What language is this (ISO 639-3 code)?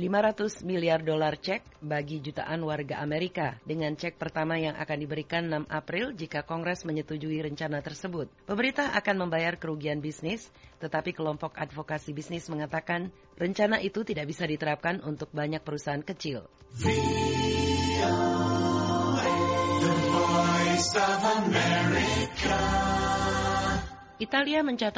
ind